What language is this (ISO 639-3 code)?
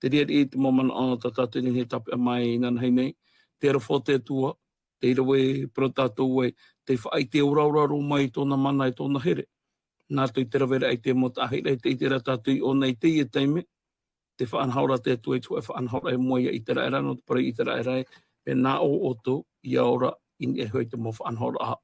tah